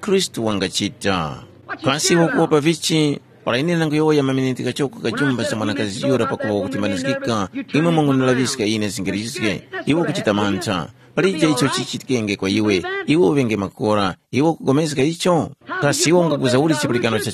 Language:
Tumbuka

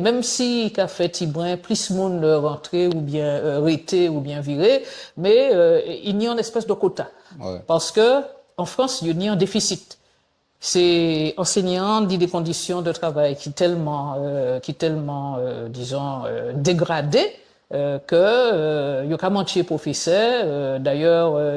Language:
Guadeloupean Creole French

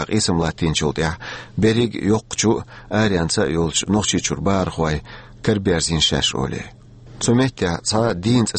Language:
Chechen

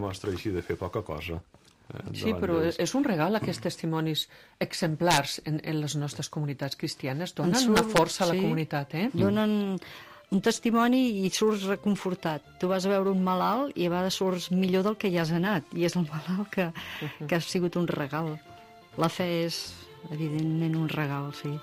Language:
Catalan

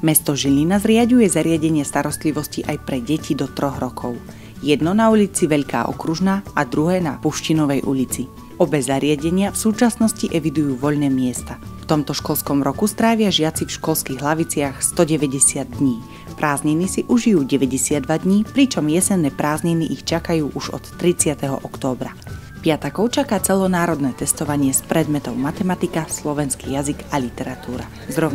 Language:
Slovak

